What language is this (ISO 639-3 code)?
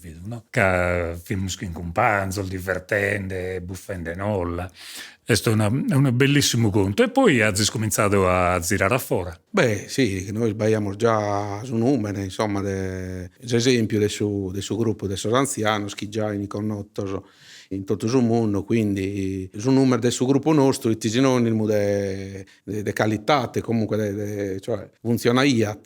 srd